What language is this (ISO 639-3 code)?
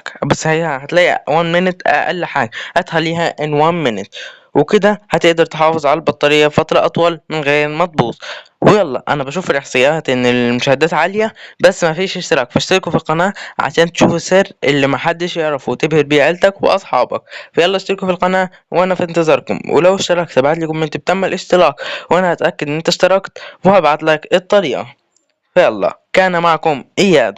arz